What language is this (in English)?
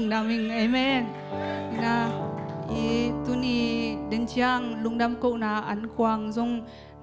Tedim Chin